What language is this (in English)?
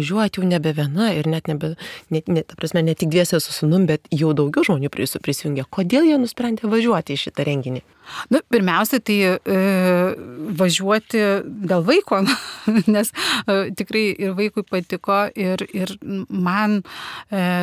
Lithuanian